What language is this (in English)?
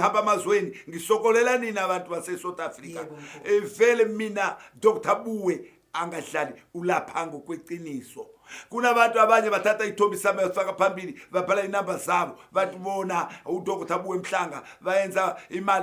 Zulu